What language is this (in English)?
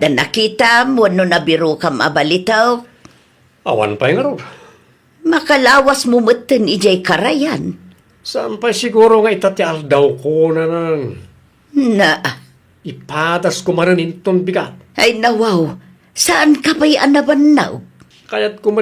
Iloko